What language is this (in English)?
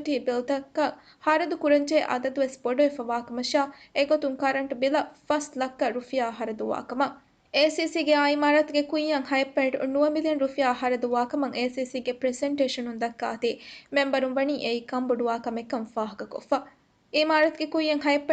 Divehi